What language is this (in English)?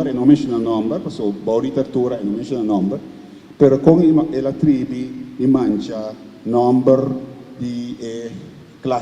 Papiamento